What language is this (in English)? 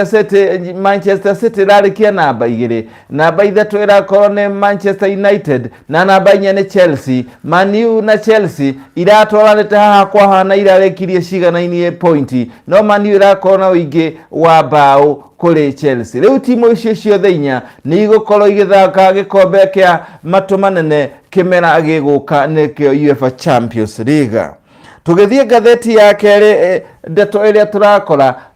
Kikuyu